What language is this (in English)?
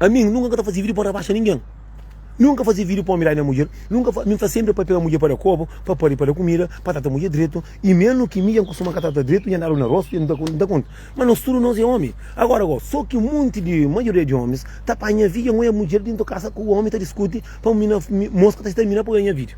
Kabuverdianu